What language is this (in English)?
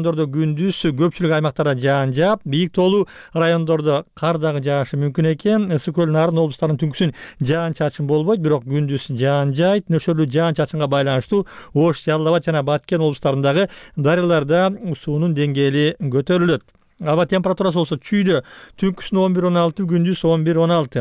Kyrgyz